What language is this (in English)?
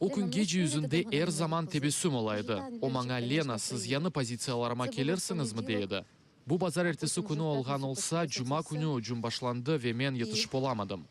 Crimean Tatar